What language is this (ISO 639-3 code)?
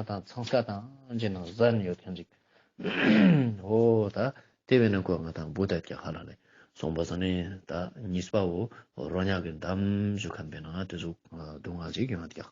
lbj